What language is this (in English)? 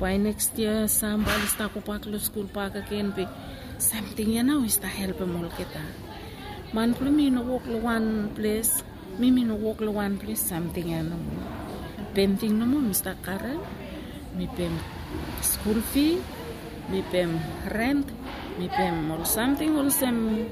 Bislama